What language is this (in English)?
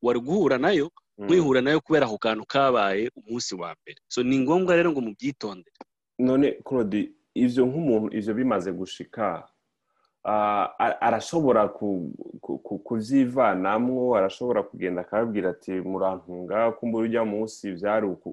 Rundi